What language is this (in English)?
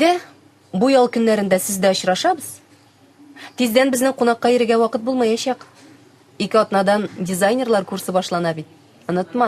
Tatar